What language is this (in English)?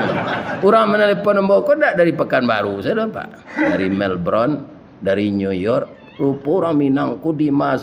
Minangkabau